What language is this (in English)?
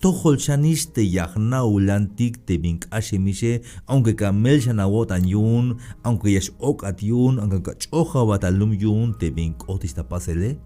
Tzeltal